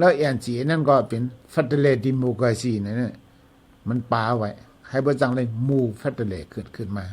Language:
Shan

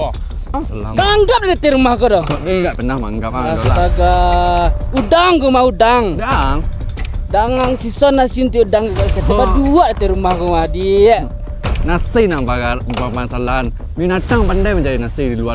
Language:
Minangkabau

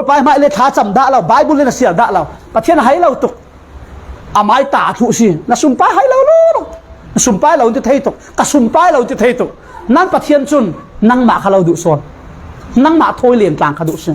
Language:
Falam Chin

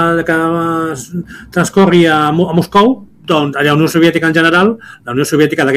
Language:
Catalan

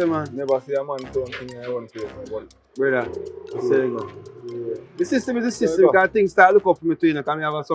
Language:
Jamaican Creole English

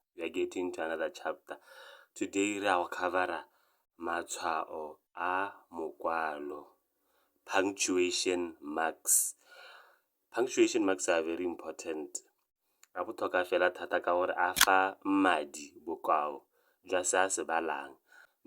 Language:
Tswana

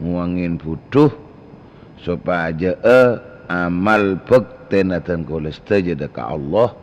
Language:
Madurese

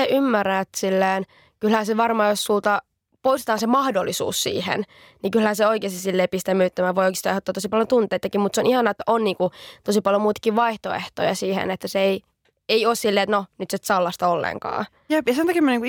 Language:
Finnish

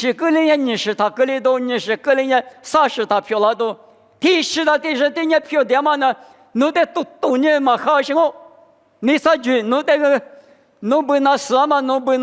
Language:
Lisu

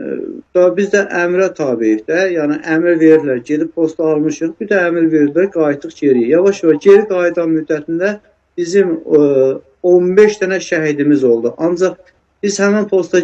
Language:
Azerbaijani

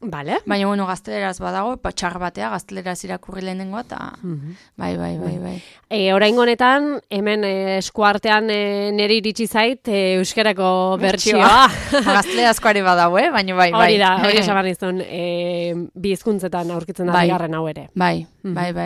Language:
Basque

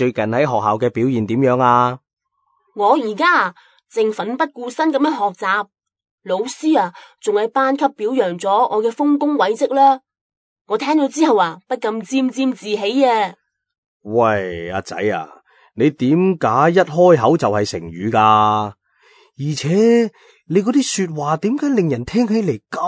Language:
Cantonese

